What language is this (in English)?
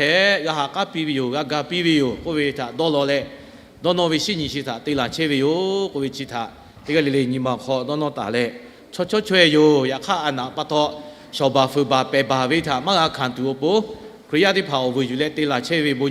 Lahu